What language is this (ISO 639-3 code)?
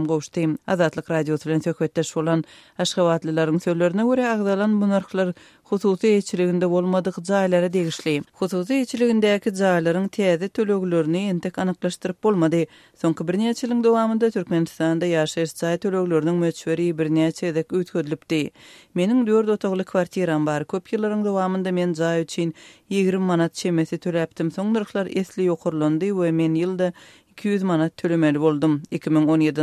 tuk